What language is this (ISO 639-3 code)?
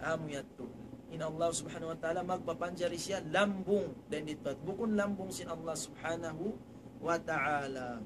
tsg